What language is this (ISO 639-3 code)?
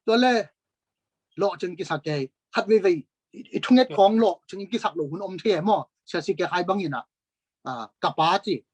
ctd